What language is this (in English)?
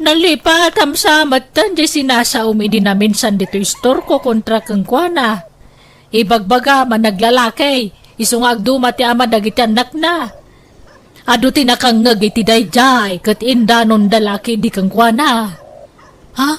Iloko